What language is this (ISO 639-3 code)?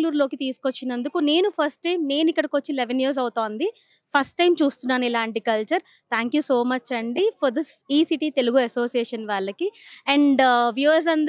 tel